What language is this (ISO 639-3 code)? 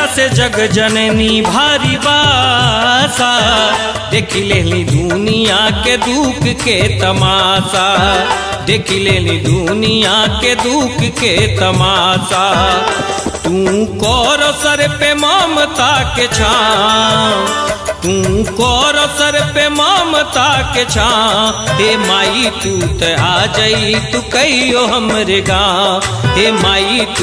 bho